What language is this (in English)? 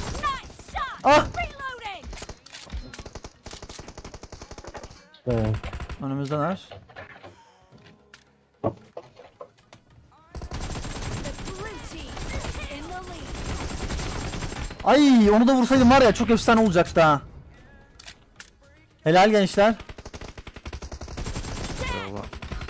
Turkish